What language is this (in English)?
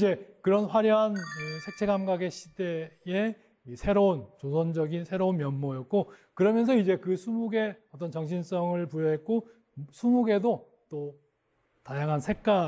Korean